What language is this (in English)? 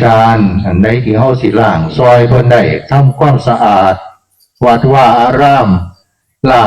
Northeastern Thai